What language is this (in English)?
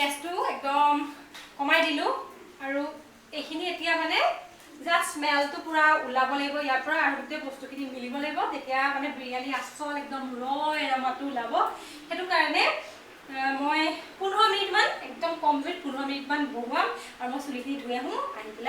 Assamese